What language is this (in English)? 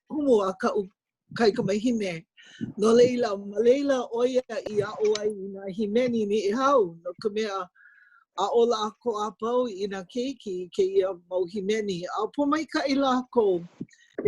Hawaiian